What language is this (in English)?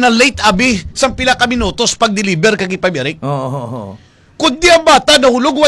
Hiligaynon